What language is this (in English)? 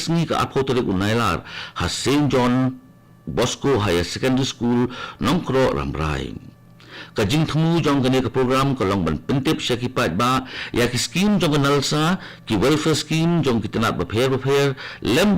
Khasi